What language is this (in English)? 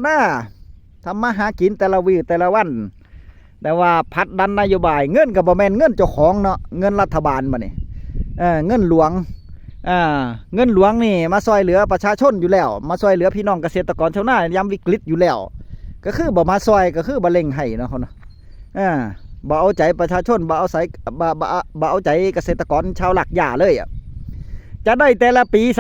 Northeastern Thai